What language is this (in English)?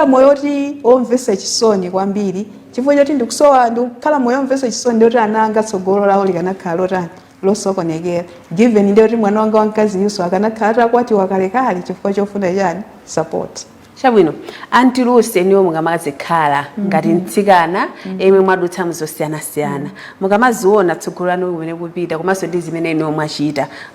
Nyanja